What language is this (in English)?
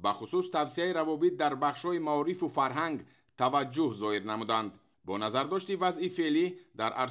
Tajik